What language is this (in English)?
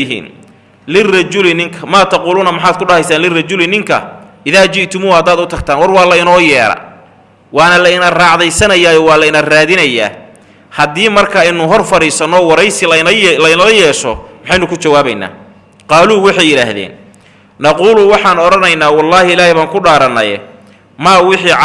Somali